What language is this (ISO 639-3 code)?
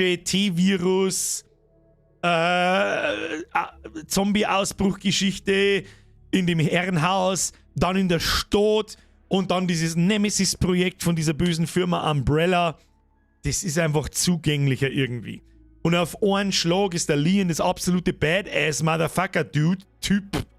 bar